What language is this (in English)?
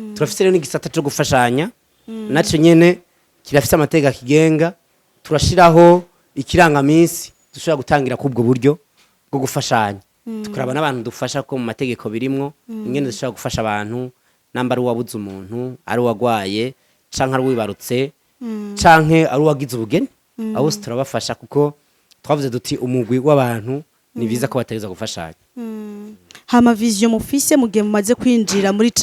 Rundi